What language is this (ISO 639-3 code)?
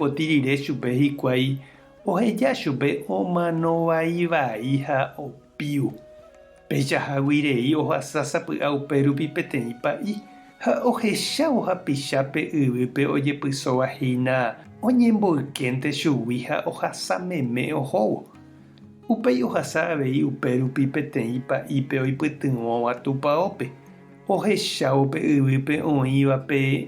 grn